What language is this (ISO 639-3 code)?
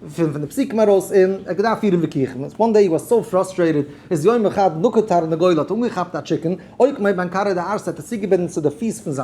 yid